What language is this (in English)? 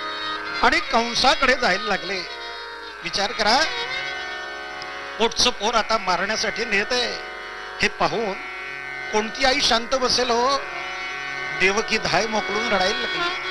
Marathi